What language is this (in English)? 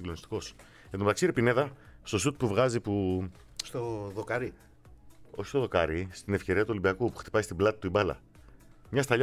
Greek